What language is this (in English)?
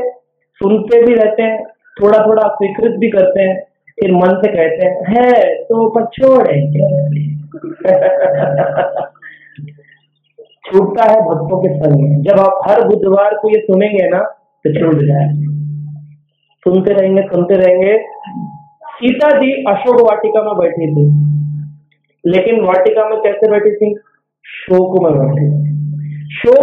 Hindi